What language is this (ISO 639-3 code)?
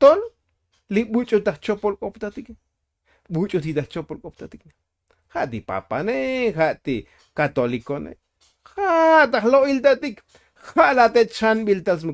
tzo